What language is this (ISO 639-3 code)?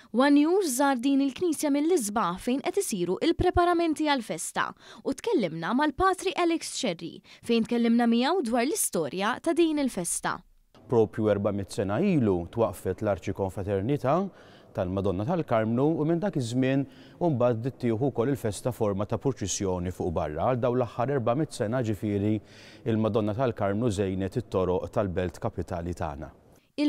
mlt